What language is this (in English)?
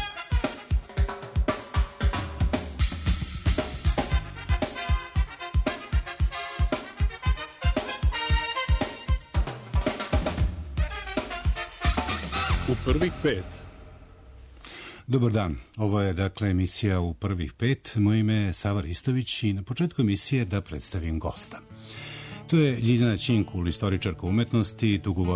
Serbian